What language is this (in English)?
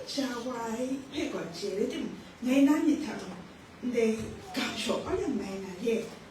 Kachin